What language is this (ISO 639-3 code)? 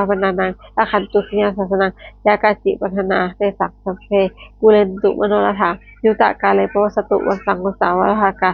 pli